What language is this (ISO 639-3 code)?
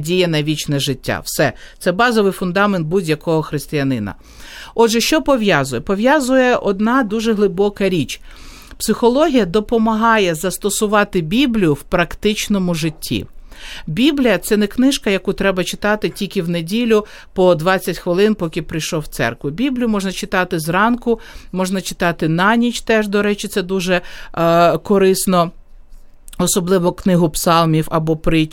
ukr